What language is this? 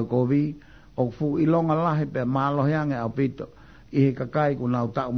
Tongan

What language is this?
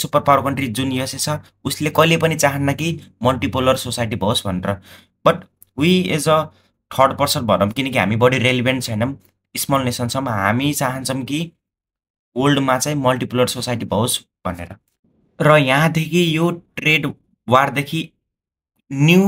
Nepali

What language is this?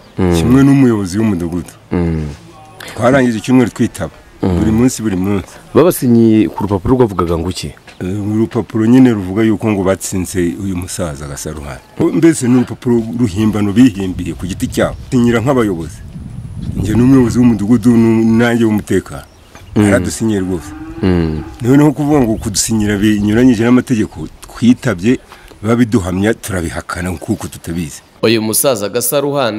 Kinyarwanda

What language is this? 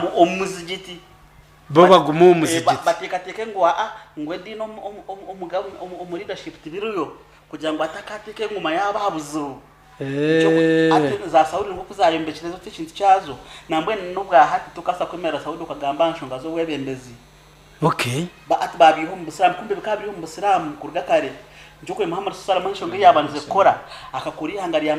Nyankole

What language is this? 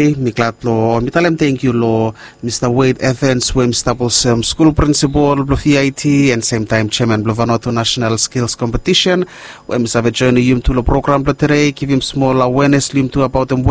Bislama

